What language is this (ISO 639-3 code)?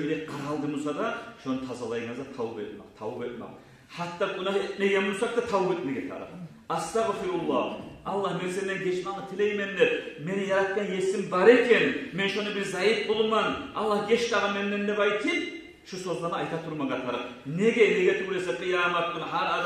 kum